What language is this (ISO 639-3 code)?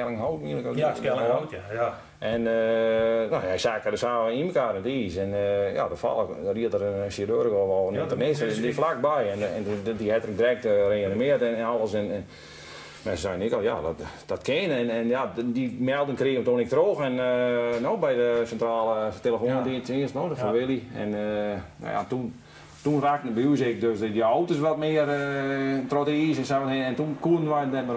fry